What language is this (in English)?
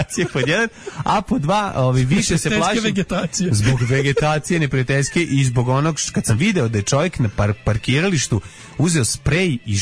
Serbian